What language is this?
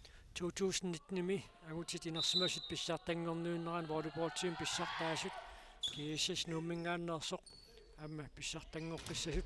Kalaallisut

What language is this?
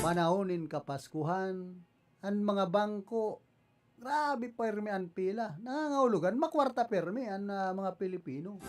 Bikol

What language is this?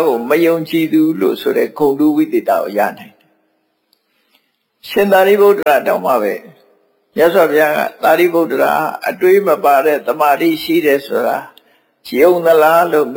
Burmese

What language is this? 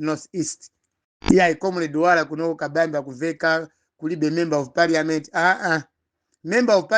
Nyanja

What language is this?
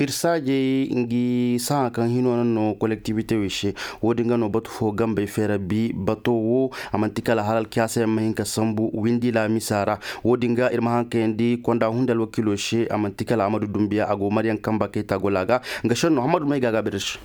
Koyraboro Senni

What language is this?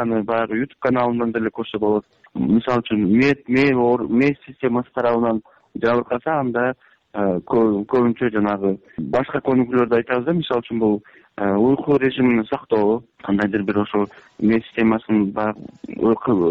Kyrgyz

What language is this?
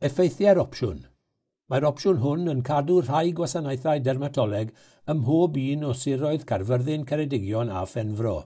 Welsh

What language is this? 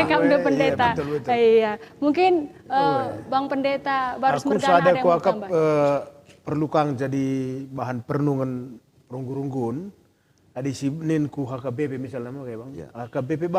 Batak Karo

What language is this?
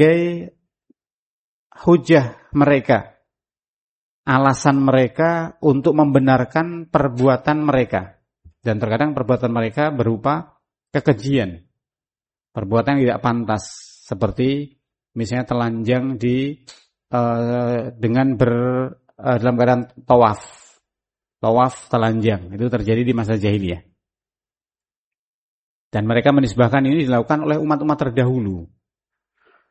Indonesian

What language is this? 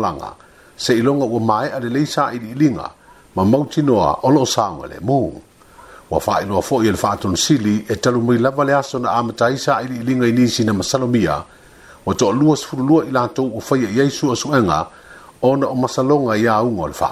Samoan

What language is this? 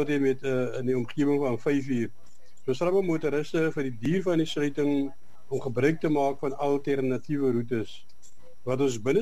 Afrikaans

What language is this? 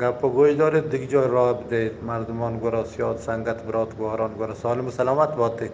Eastern Balochi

